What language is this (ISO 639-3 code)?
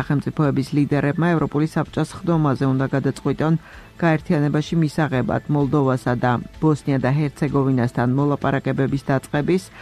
kat